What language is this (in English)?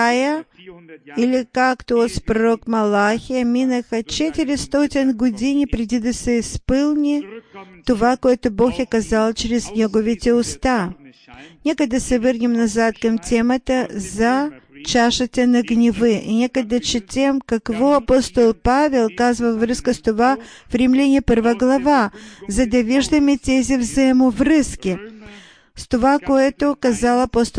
Bulgarian